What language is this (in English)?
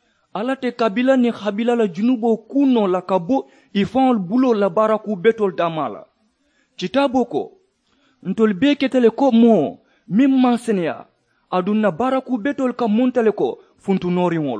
Mandingo